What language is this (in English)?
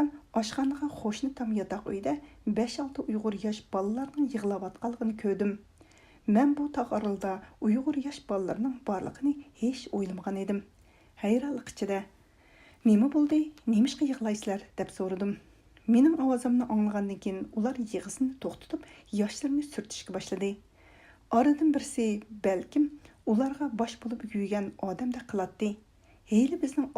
Uyghur